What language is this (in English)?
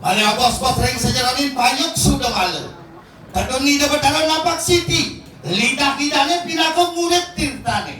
Balinese